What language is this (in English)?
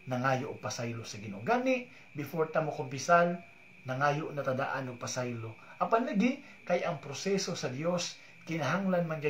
Cebuano